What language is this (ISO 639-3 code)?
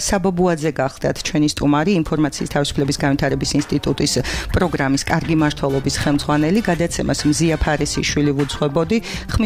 kat